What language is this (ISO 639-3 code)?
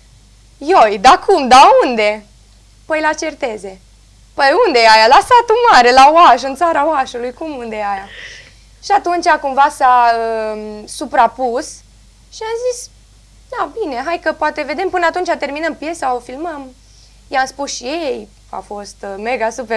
ron